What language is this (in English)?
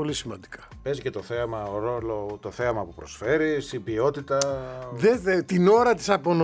Greek